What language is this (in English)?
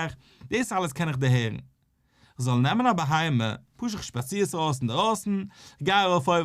Yiddish